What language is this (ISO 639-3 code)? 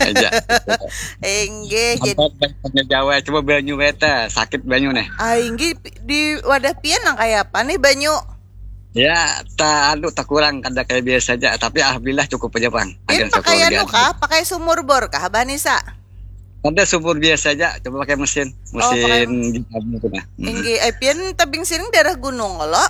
bjn